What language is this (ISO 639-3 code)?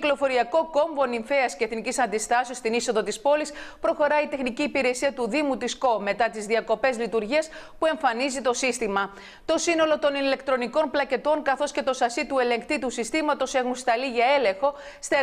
ell